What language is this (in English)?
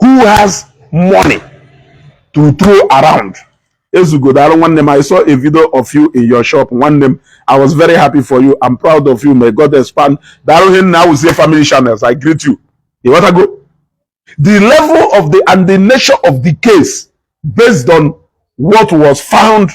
Igbo